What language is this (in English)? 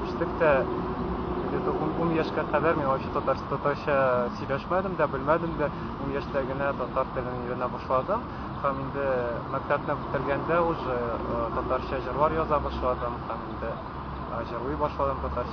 Tatar